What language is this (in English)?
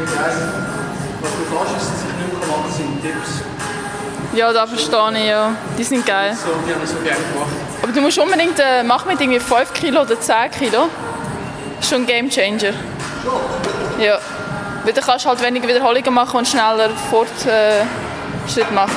Swiss German